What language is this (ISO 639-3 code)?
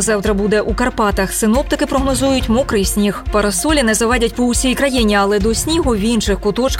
ukr